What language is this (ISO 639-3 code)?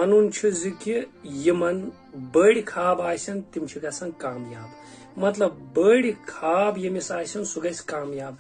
kas